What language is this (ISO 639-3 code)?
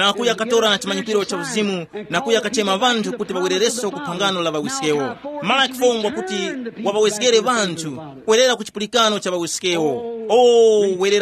tum